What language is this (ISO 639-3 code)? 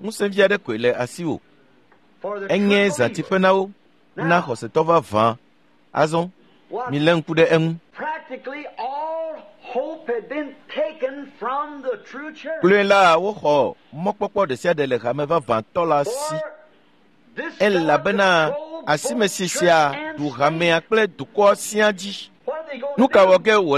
ewe